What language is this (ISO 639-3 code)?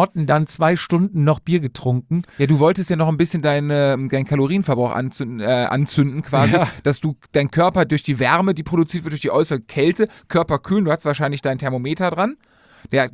deu